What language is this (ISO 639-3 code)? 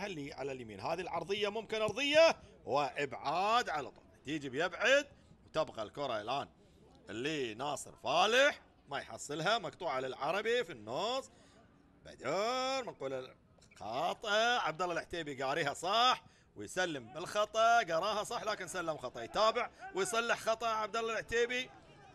ara